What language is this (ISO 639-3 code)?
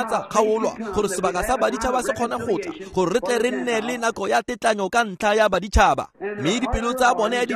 tsn